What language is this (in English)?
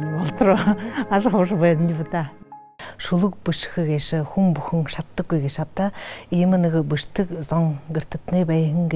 Buriat